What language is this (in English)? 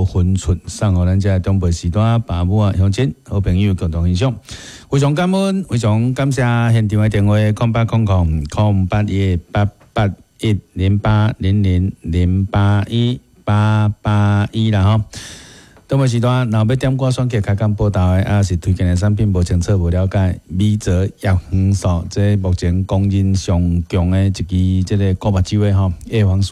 Min Nan Chinese